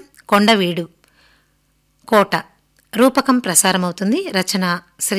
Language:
Telugu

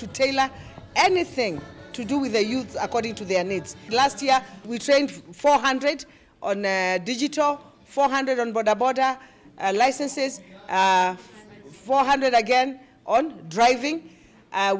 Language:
Kamba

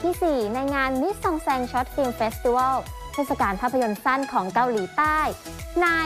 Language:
Thai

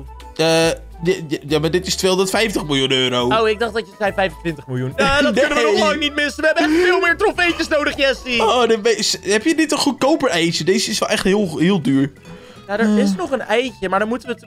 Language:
Dutch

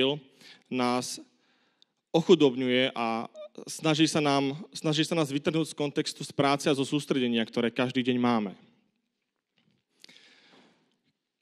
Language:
Slovak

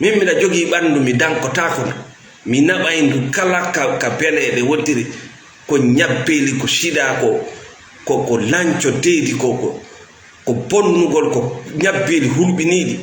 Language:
Fula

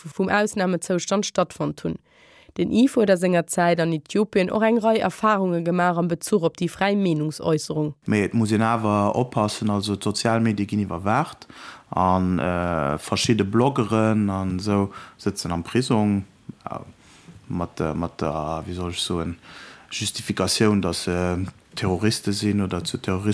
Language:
Luxembourgish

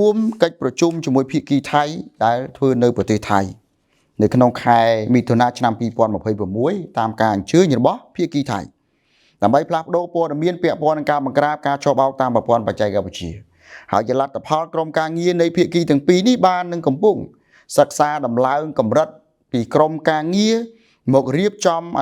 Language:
Khmer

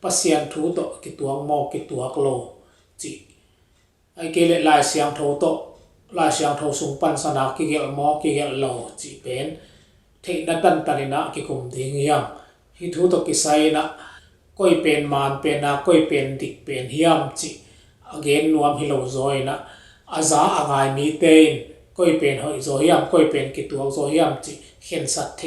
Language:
Tedim Chin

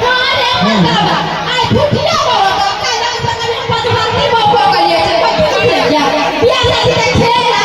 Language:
Maithili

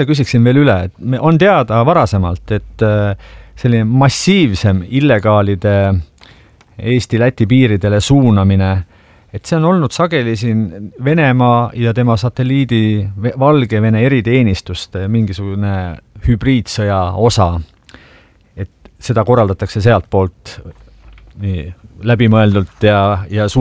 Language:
Estonian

